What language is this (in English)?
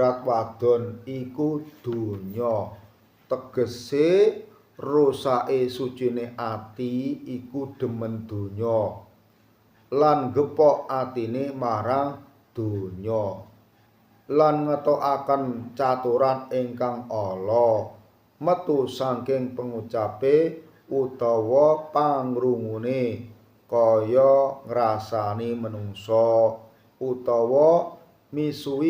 Javanese